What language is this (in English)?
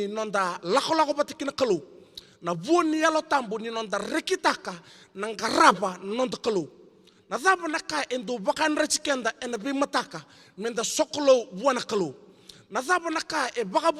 Fijian